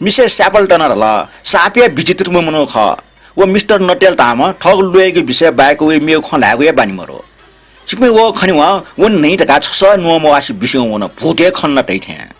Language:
Newari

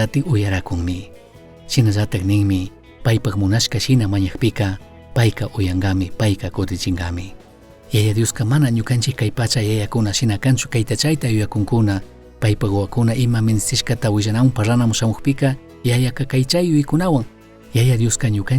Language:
Chimborazo Highland Quichua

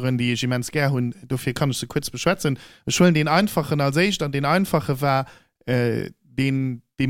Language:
Luxembourgish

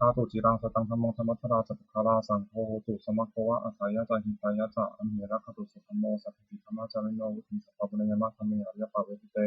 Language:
Pali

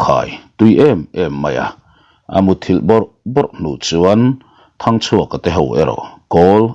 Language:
Mizo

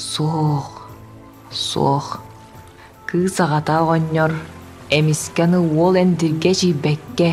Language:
Yakut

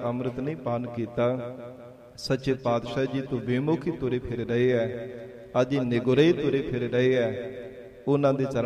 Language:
Punjabi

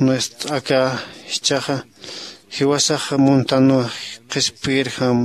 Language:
Aymara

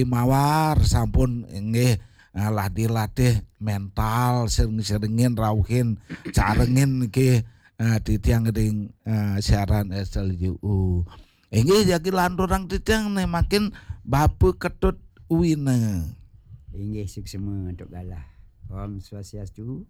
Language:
Balinese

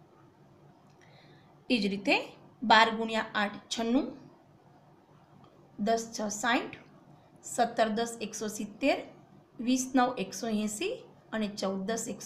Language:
Gujarati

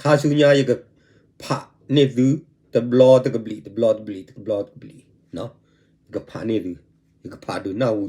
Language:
S'gaw Karen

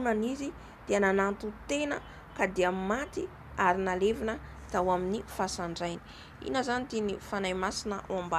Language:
Malagasy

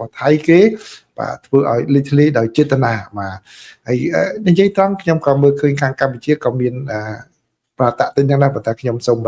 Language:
Khmer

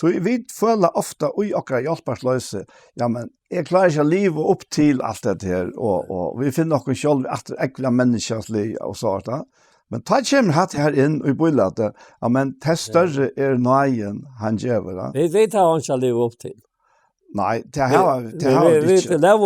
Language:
Faroese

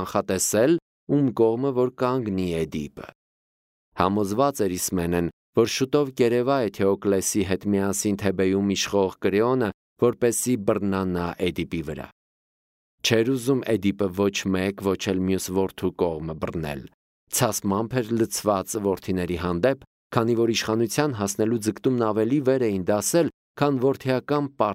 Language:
Armenian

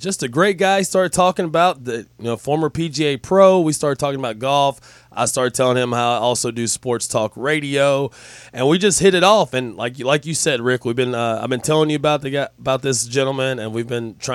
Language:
English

